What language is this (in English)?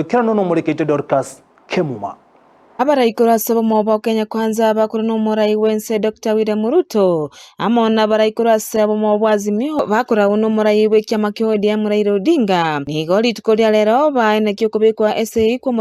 Gusii